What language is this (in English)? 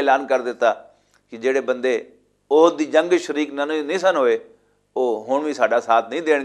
Western Panjabi